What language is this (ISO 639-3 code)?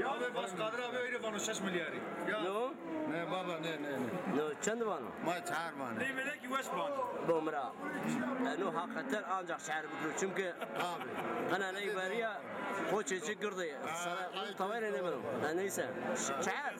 zza